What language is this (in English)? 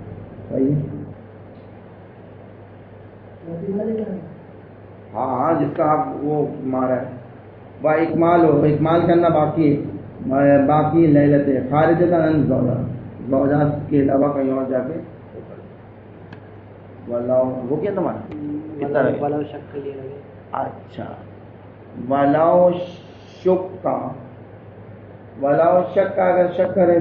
Urdu